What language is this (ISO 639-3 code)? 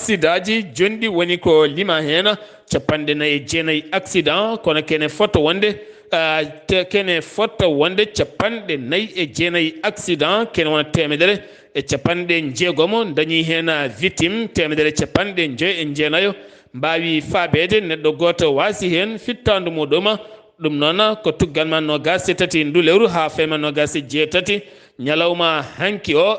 ful